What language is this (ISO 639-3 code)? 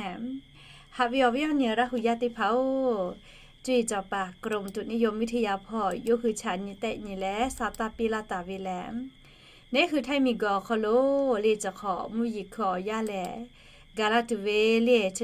lhu